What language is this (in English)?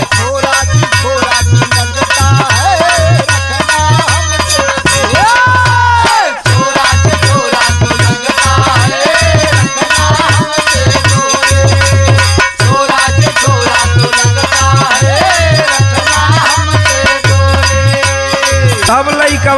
Bhojpuri